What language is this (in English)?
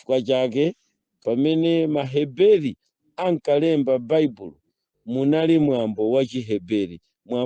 Nyanja